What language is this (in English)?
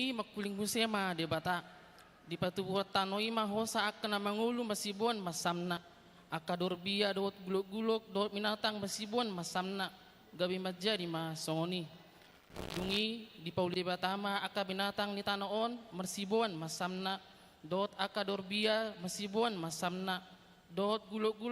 Batak Toba